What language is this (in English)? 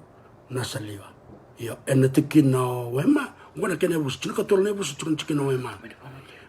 Fijian